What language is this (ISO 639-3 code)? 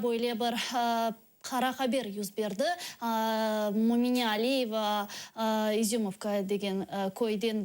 crh